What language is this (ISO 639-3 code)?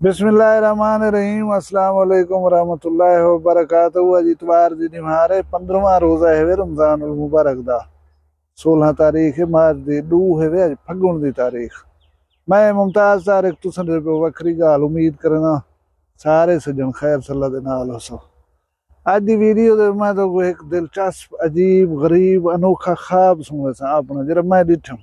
skr